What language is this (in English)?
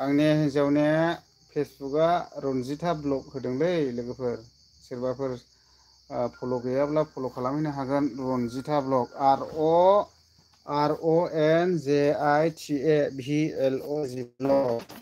Bodo